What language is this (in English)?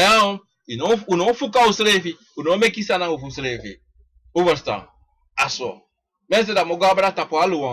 Sranan Tongo